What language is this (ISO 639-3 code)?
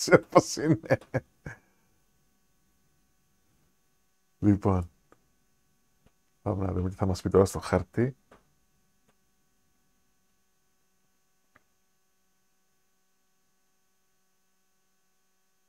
ell